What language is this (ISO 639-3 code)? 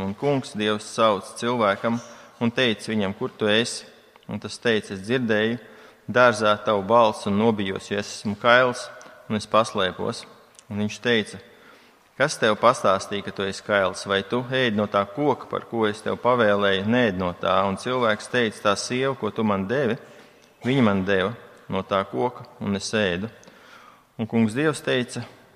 lav